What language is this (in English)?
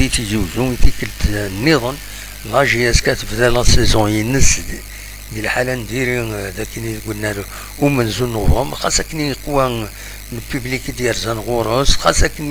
Kabyle